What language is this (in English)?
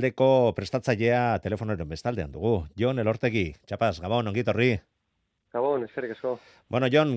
Basque